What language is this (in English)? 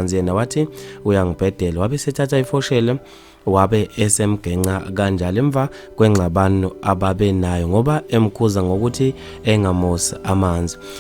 Zulu